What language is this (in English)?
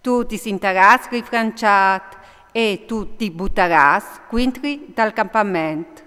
Friulian